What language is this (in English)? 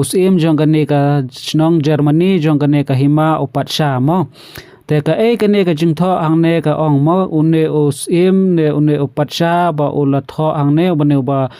Khasi